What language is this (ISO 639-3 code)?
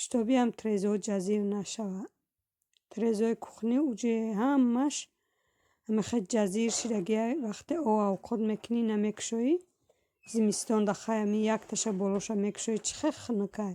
tgk